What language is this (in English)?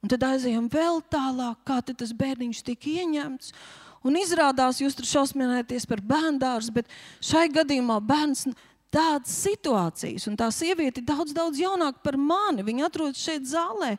Latvian